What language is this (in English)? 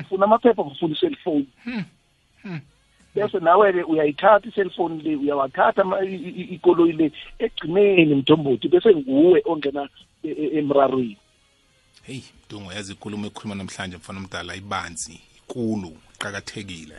South Ndebele